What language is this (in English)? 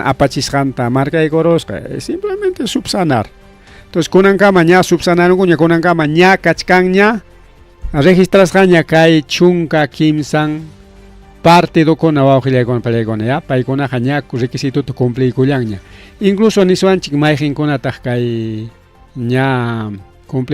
Ayacucho Quechua